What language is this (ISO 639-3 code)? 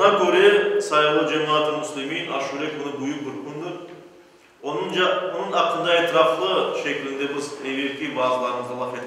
crh